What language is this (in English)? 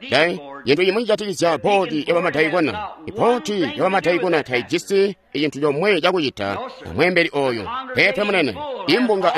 Tonga (Zambia)